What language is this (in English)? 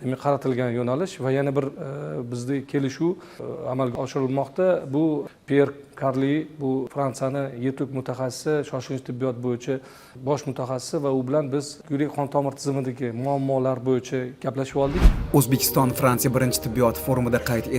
Uzbek